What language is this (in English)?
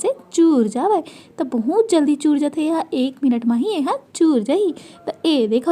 Chhattisgarhi